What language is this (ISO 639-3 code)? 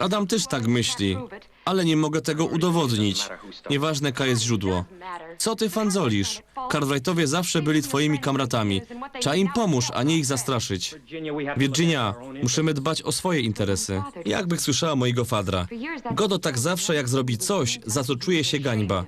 szl